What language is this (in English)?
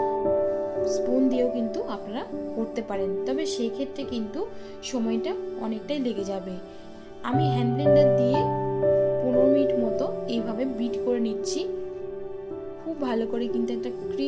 Bangla